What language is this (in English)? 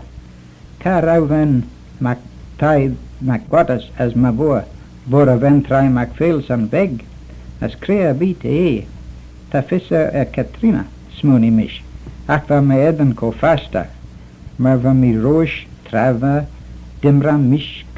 Manx